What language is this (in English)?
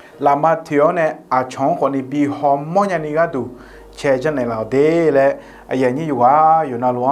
Akha